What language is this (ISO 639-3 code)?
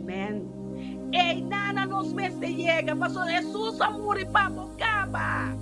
pap